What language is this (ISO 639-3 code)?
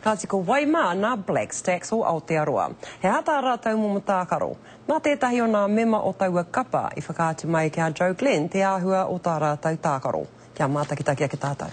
mri